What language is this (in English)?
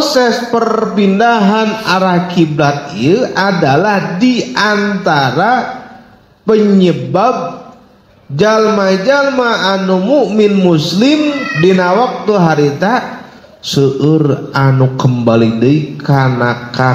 Sundanese